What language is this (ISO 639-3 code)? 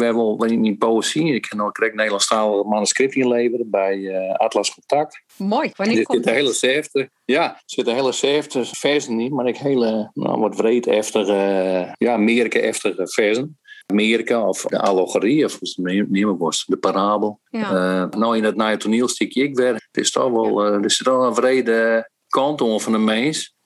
fry